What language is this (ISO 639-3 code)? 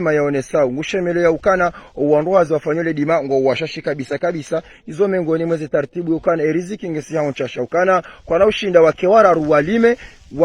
zdj